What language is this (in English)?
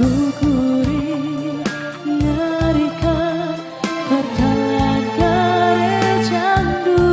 Batak Karo